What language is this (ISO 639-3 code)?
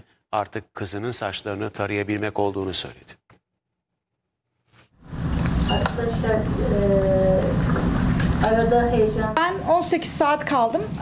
tur